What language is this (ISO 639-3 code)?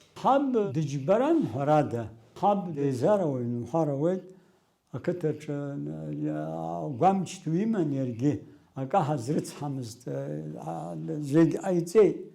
abk